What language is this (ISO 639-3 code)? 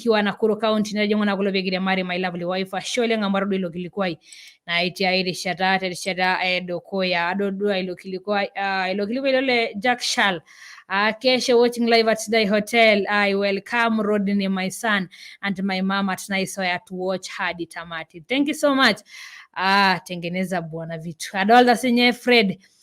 mas